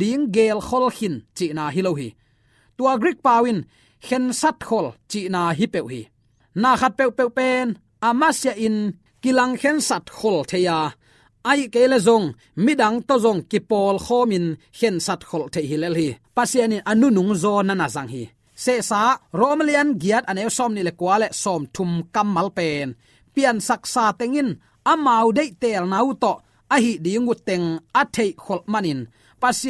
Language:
Tedim Chin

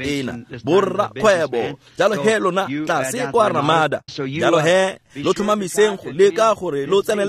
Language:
Tswana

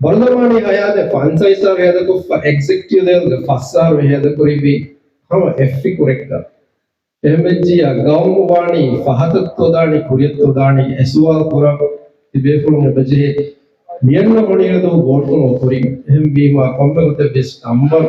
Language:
Divehi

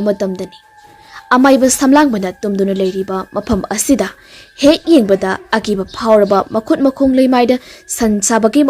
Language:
Manipuri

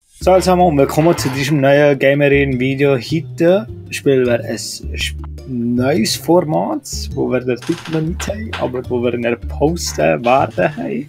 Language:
Swiss German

